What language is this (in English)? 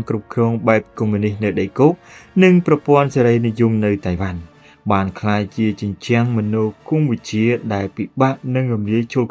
Khmer